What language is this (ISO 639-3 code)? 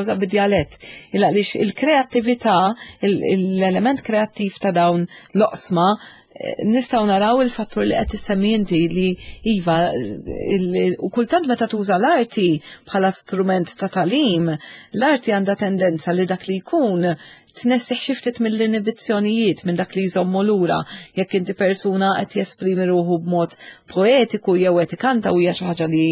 mlt